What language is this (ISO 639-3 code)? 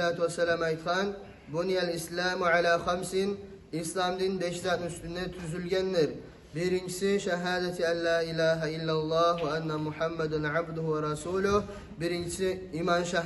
kum